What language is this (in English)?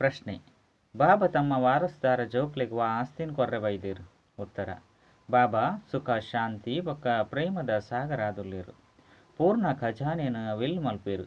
Tulu